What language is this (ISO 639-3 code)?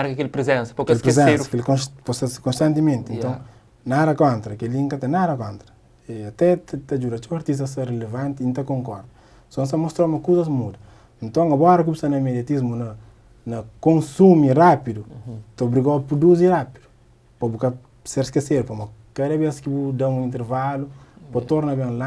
kea